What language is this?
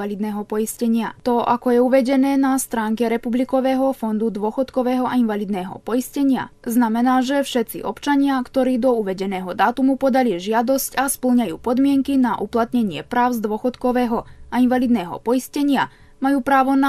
Slovak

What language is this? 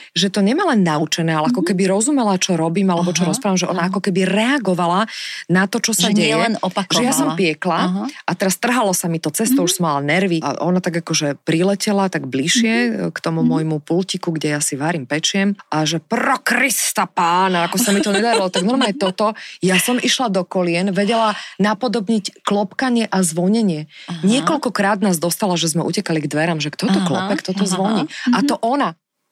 Slovak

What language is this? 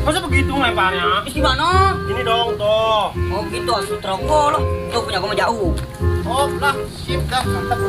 Betawi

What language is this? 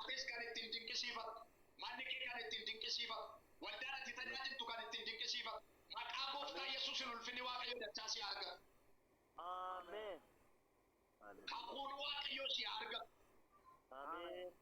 Oromo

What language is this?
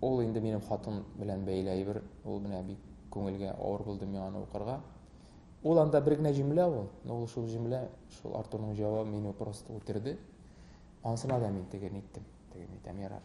Tatar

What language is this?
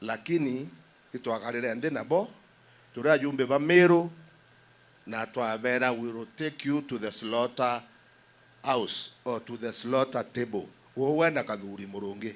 Meru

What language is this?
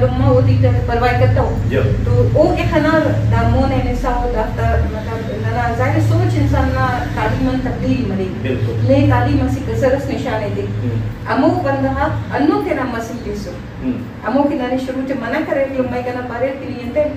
Brahui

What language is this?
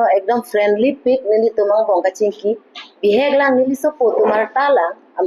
Karbi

